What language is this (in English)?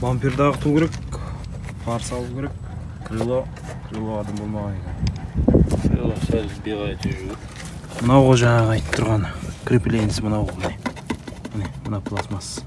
Kazakh